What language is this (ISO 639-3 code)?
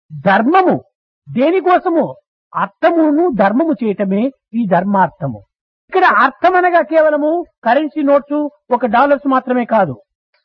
tel